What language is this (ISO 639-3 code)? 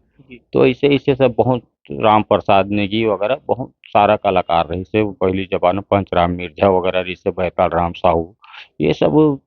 hne